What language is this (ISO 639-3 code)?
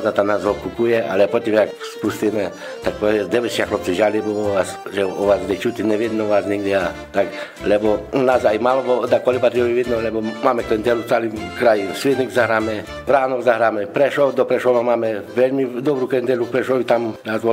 slk